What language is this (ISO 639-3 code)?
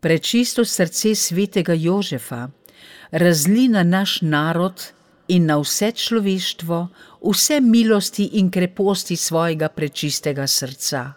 slv